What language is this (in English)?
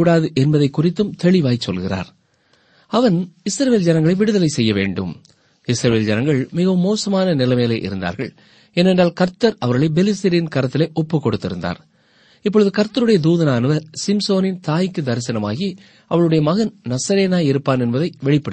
Tamil